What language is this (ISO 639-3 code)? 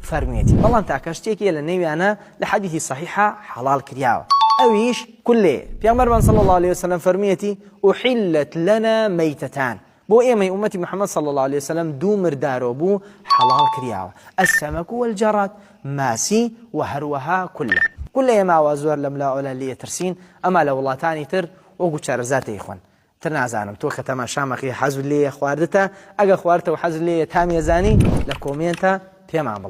ckb